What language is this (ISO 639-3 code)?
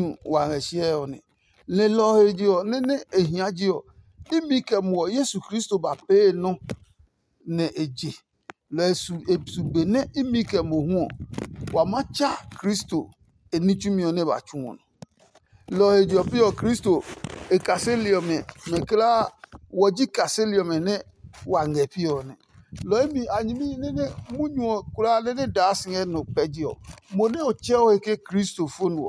ada